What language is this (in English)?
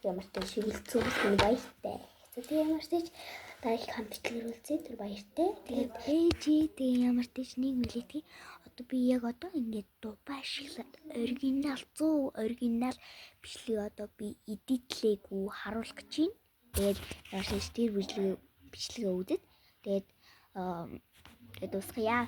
Mongolian